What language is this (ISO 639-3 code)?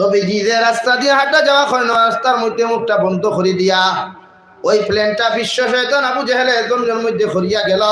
syl